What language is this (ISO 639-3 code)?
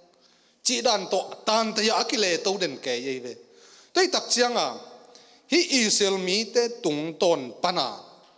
ctd